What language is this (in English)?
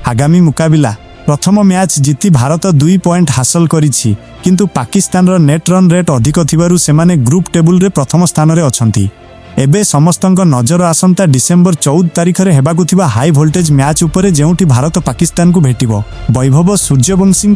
Odia